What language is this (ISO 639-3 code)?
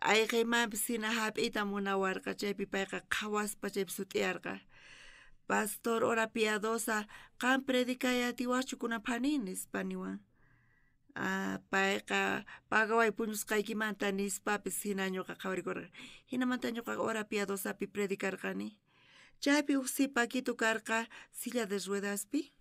quh